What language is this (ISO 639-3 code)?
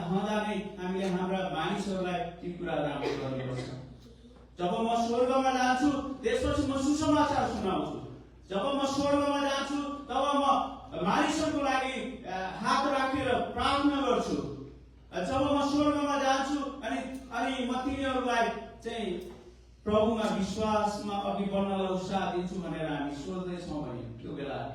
nep